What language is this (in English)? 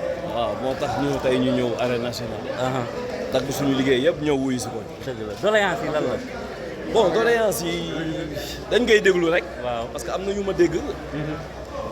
Wolof